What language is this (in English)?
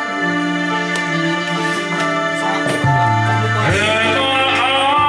English